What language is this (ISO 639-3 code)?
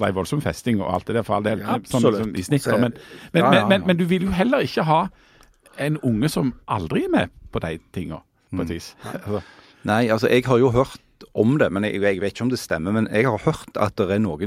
nor